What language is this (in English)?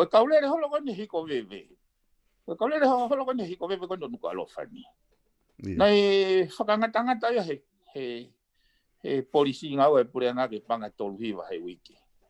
Tongan